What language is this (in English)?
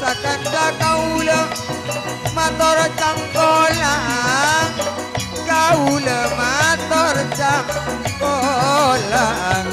Madurese